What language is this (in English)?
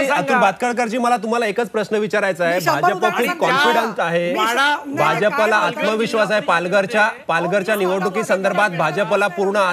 Marathi